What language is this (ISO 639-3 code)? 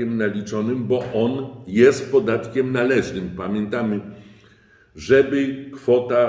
pol